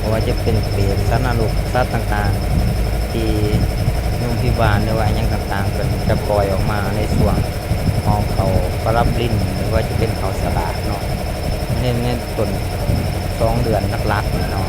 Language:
Lao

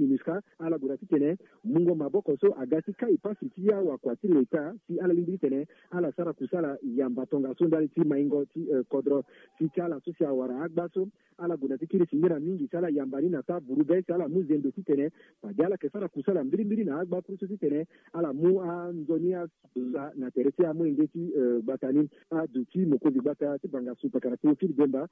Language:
Sango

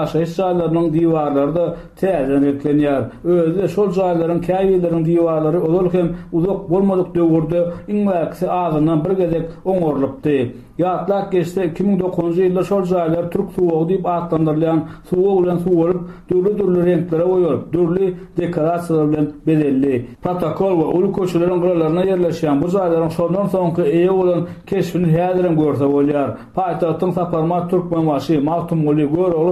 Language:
Turkmen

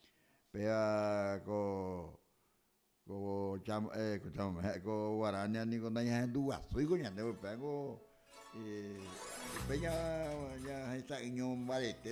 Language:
Guarani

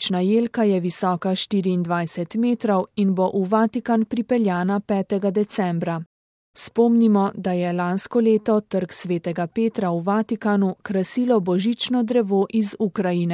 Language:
Slovenian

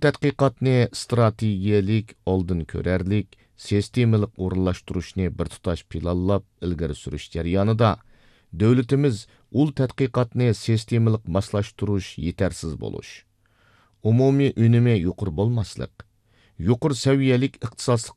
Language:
Uyghur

